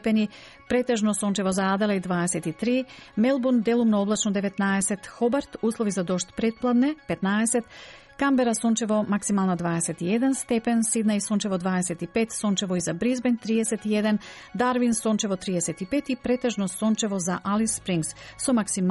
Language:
Macedonian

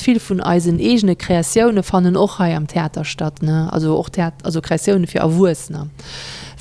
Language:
Luxembourgish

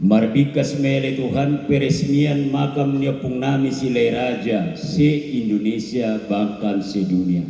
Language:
Batak Toba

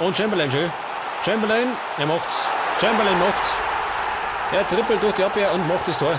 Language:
Bavarian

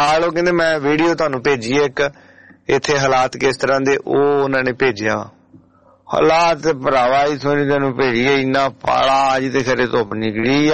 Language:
Punjabi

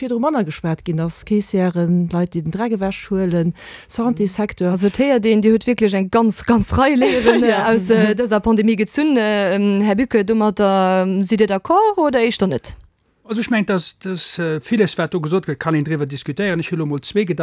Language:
Luxembourgish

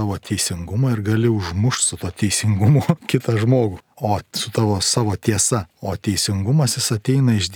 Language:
Lithuanian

